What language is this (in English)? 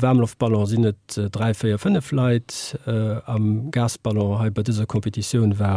Luxembourgish